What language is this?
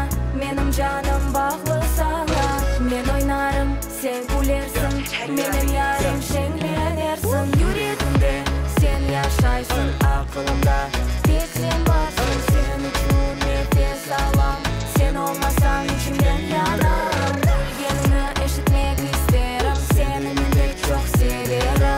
Crimean Tatar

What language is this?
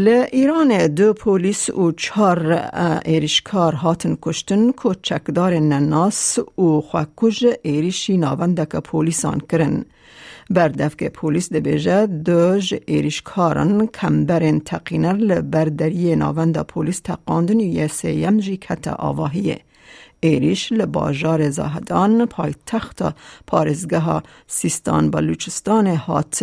Kurdish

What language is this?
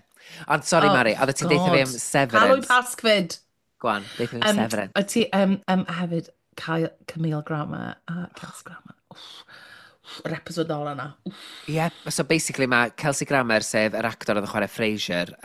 Welsh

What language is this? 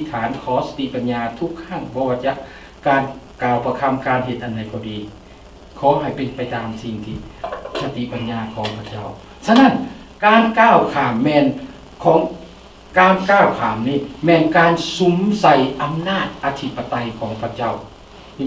Lao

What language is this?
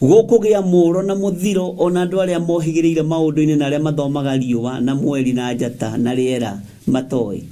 Kikuyu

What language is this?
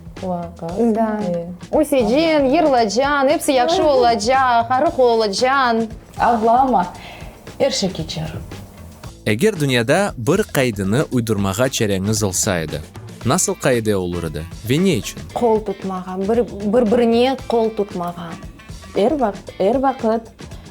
Crimean Tatar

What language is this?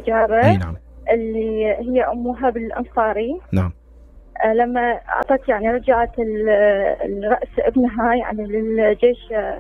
Mesopotamian Arabic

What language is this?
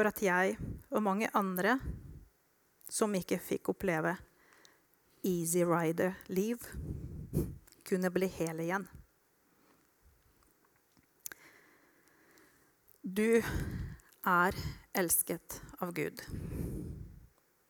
Norwegian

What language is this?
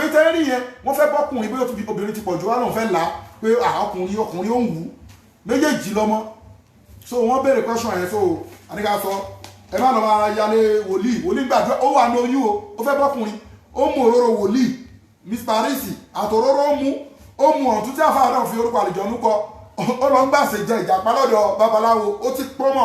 Yoruba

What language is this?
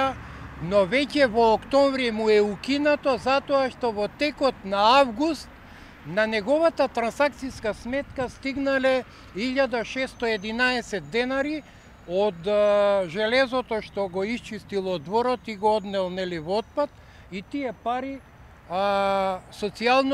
Macedonian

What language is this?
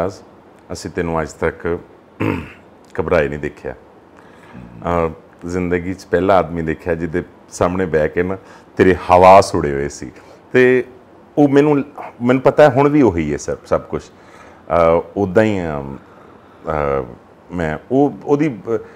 Punjabi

